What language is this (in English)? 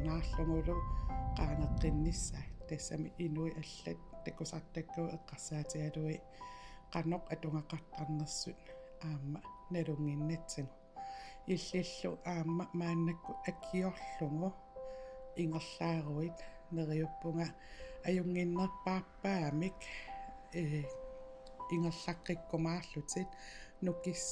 Kalaallisut